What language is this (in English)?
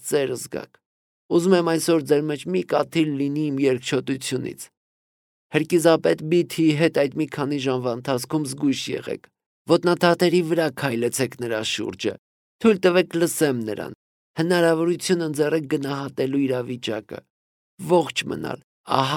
Armenian